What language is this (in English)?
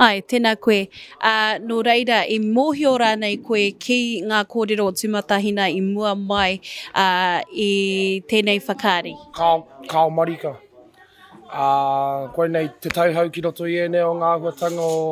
Māori